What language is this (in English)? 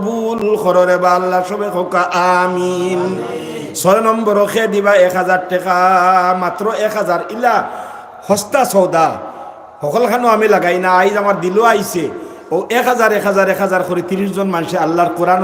Sylheti